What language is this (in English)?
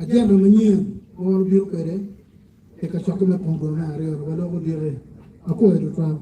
Acoli